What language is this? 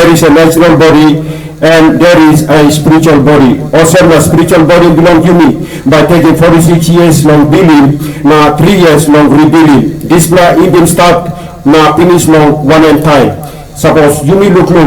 Tok Pisin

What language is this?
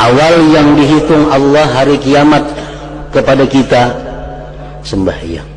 Banjar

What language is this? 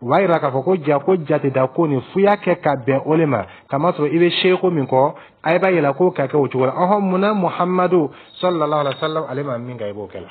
Dyula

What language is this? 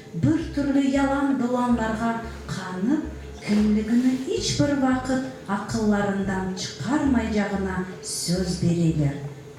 Crimean Tatar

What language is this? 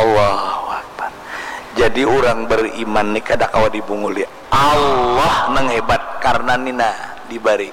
Banjar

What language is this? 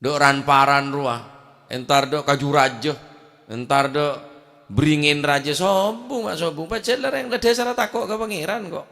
Madurese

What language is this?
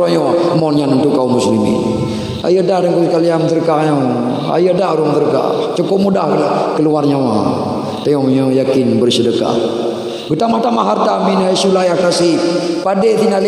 Achinese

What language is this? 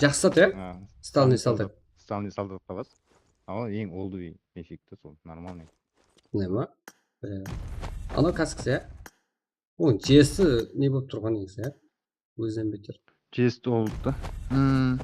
Kara-Kalpak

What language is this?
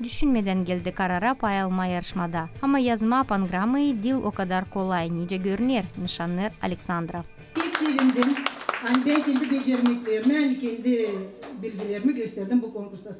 Gagauz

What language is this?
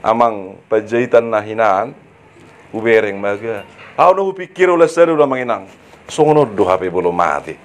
Batak Toba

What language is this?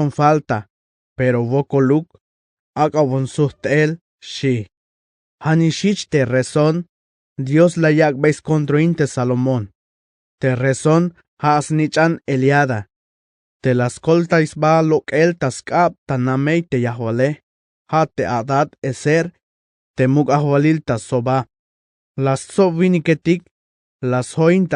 Tzeltal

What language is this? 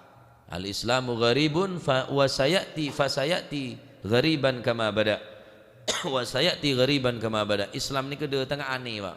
Madurese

